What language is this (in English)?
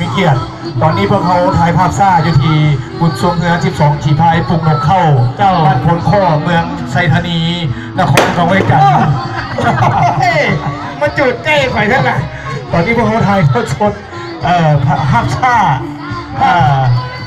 Lao